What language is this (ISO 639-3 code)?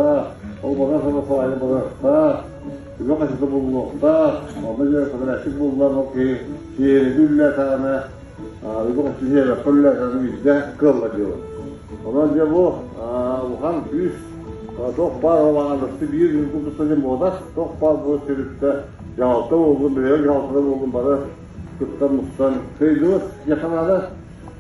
sah